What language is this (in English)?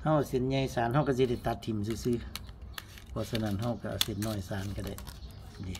Northeastern Thai